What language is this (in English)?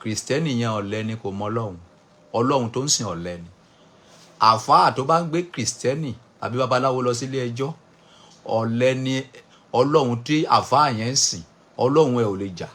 Yoruba